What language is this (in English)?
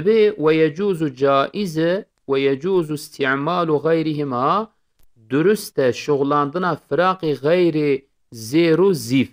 Kurdish